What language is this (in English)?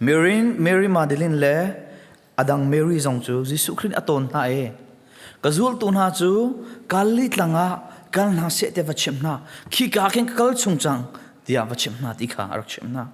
Hakha Chin